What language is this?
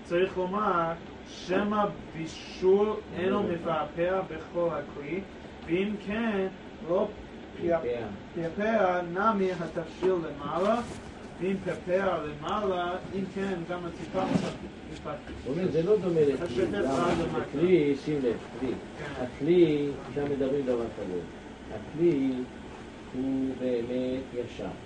Hebrew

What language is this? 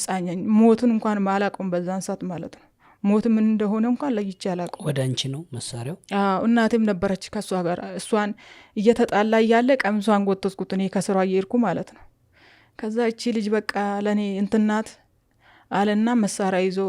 Amharic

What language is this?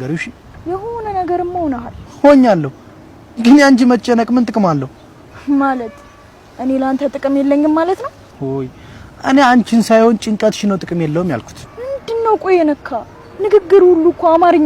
Amharic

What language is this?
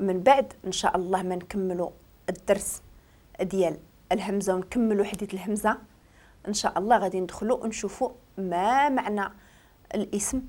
Moroccan Arabic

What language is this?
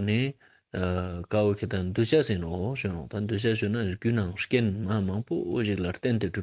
Ladakhi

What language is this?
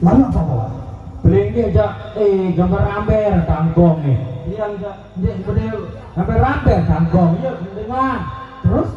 Sasak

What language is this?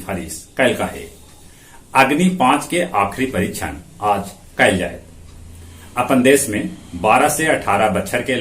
Magahi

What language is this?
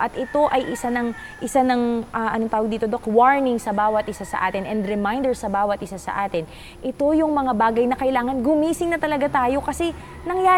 Filipino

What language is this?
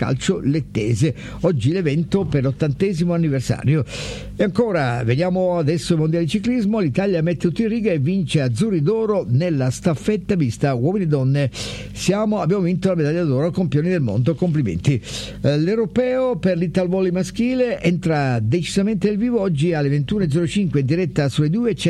Italian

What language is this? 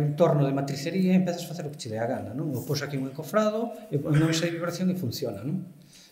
Galician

